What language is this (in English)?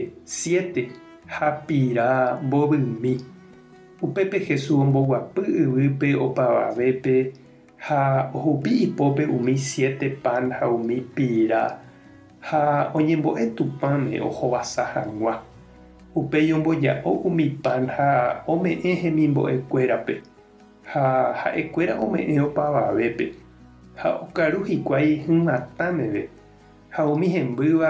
Guarani